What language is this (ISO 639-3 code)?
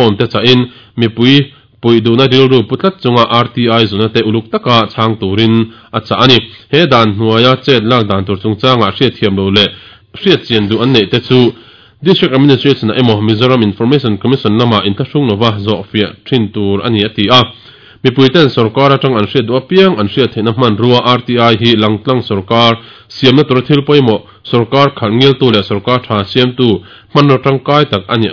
lus